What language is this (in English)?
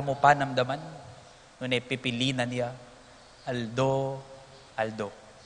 Pampanga